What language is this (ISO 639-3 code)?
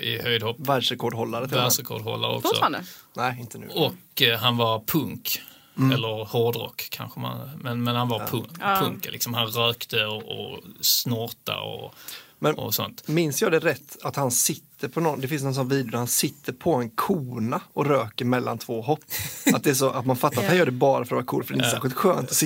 swe